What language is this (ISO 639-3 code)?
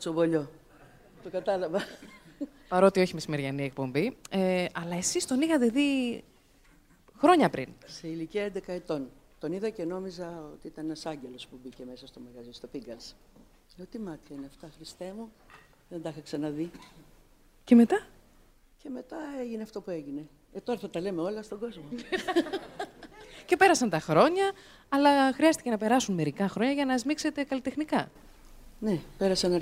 ell